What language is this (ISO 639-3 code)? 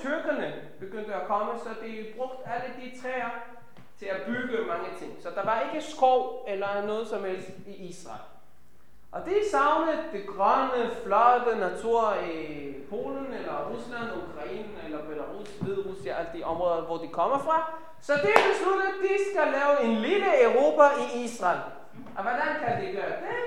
dan